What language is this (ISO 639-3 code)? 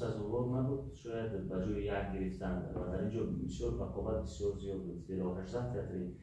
tgk